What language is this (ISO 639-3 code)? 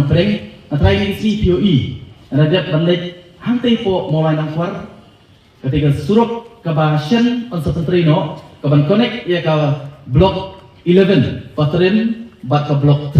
kha